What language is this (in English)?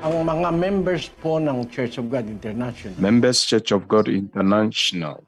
Ewe